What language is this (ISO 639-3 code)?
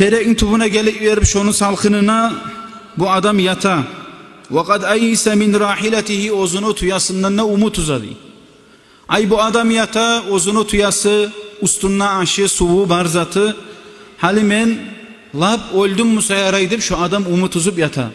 kum